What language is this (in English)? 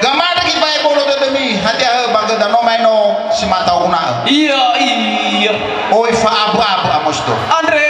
Nias